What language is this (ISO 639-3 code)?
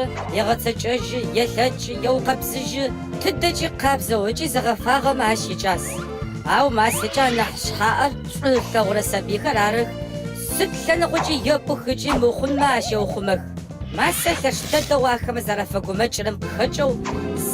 ady